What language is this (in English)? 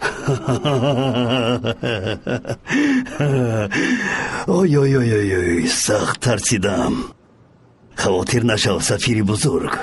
Tajik